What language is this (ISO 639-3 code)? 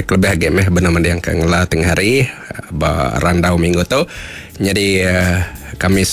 iba